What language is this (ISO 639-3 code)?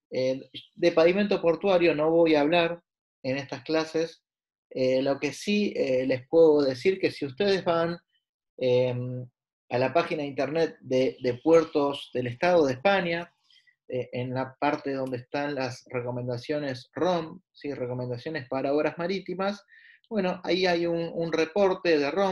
spa